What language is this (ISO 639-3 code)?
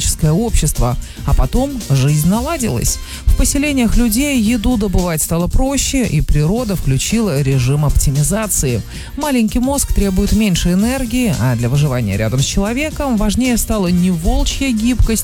rus